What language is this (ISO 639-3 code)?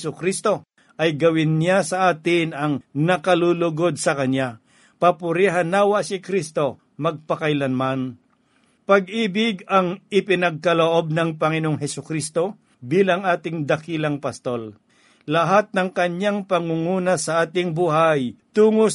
fil